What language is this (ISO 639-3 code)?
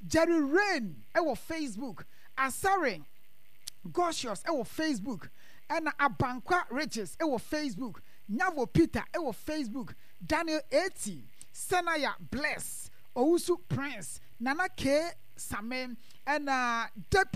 aka